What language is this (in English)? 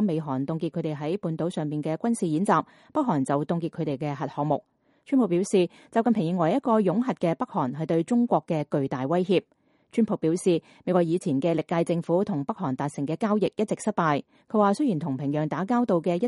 Cantonese